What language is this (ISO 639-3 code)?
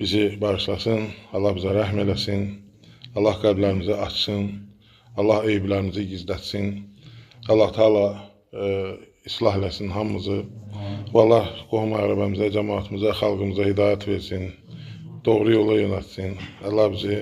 aze